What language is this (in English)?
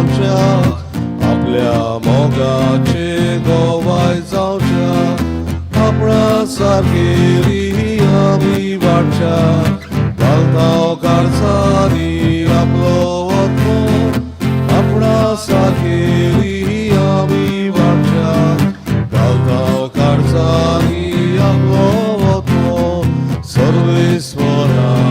Konkani